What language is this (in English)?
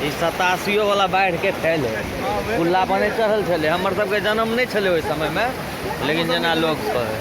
Maithili